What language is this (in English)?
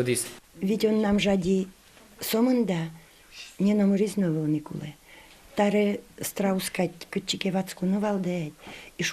Udmurt